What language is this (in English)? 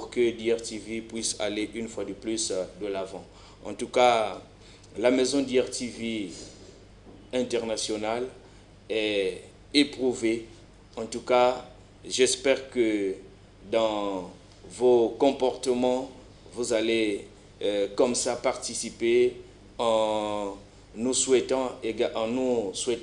French